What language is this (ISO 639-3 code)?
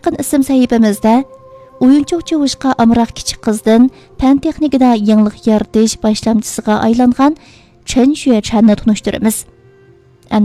uig